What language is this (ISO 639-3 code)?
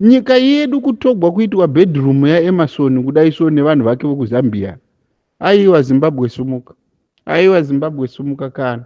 sna